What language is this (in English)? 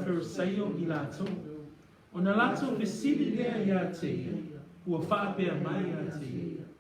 Samoan